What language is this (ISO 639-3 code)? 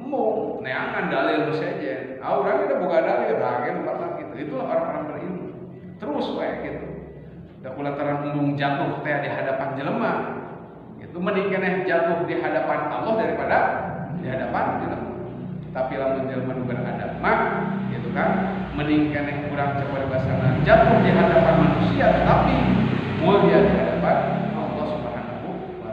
sun